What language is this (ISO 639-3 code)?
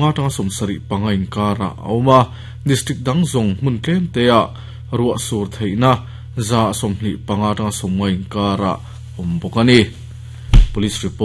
lus